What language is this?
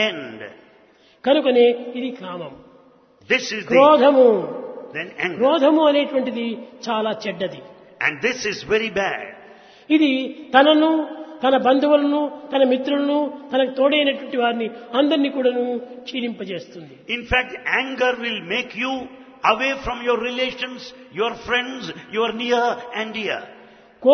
Telugu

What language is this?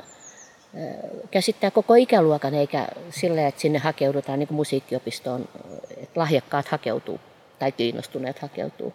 Finnish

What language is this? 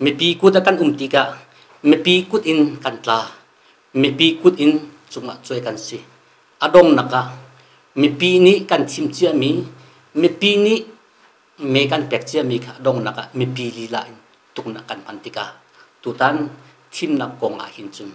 Hakha Chin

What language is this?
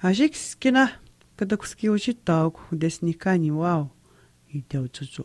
Atikamekw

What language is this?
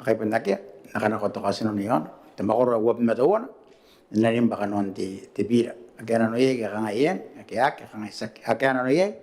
Gilbertese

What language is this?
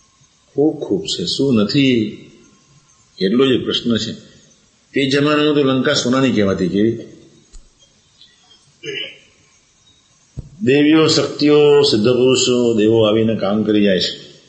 Gujarati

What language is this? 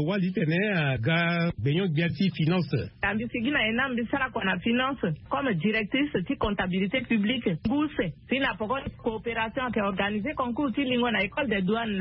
Sango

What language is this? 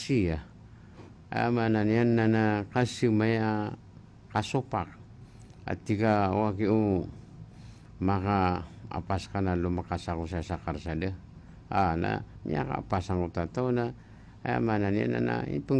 Maranao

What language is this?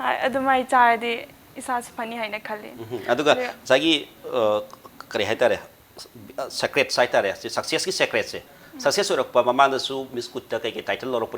Manipuri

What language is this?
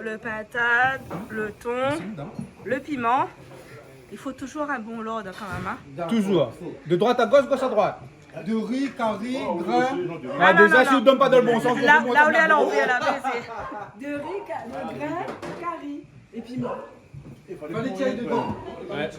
Réunion Creole French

